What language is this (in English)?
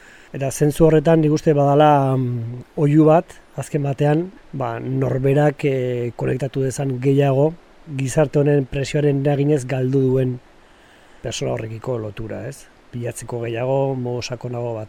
Basque